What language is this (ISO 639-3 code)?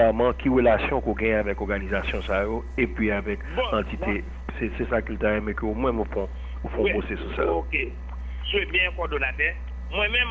hat